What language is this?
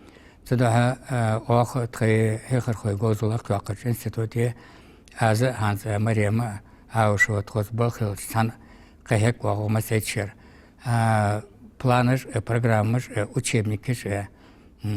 Ingush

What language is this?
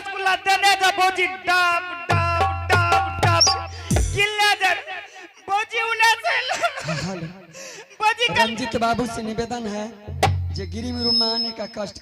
Angika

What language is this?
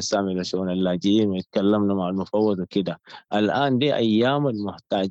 Sudanese Arabic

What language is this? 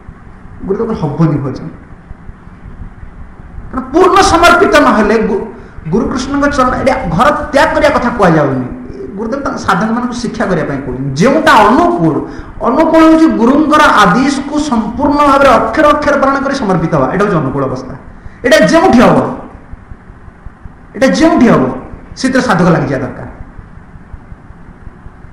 Odia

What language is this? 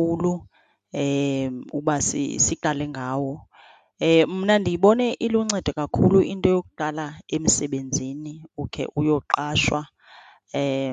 Xhosa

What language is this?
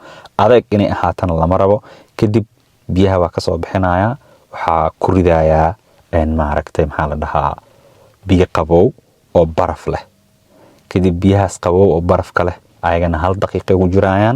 Somali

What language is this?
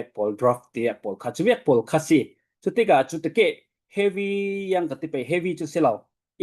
Falam Chin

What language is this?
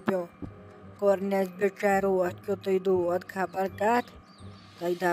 Kashmiri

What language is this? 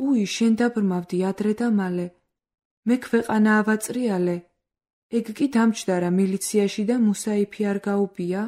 Georgian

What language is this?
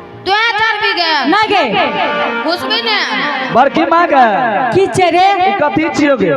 Angika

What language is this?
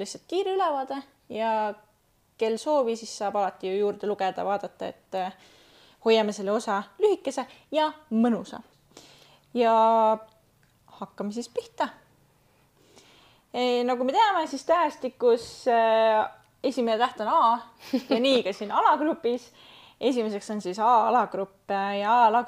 Estonian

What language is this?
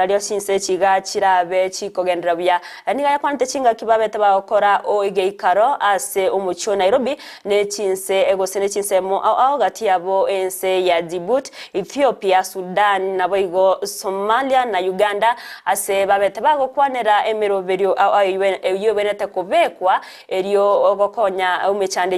Gusii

